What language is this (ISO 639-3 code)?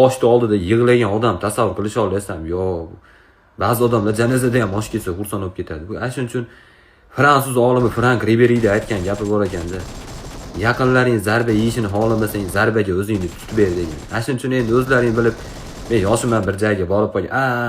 uzb